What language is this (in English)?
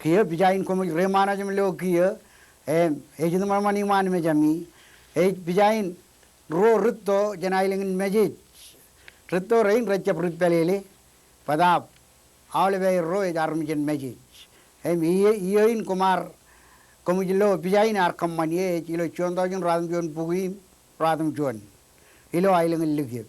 Marshallese